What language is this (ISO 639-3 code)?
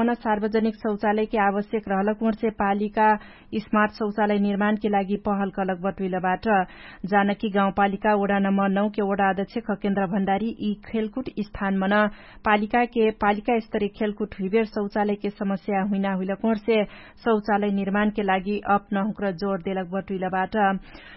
thl